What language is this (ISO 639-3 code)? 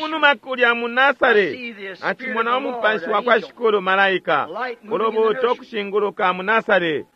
bem